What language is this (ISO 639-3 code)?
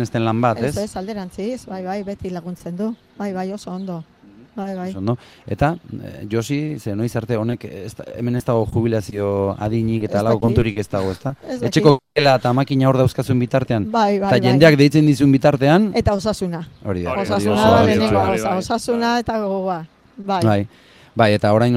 eus